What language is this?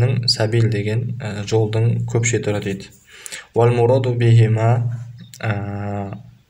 Kazakh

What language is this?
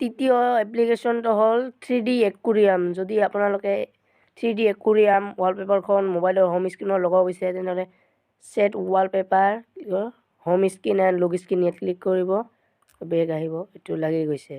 Assamese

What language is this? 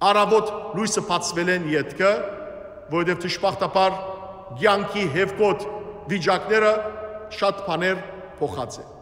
Western Armenian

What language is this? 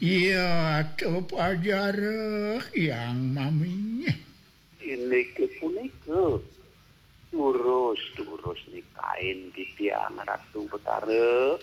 Balinese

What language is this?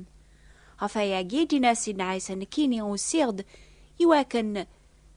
Kabyle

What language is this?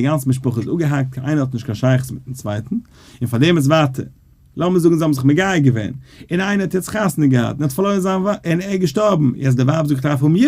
Yiddish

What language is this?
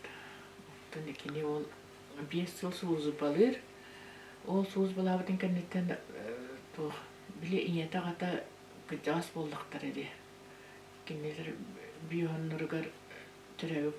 Yakut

